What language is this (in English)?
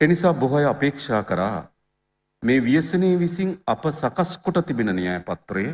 Sinhala